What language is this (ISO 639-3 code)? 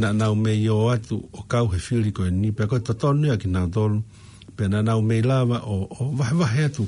ton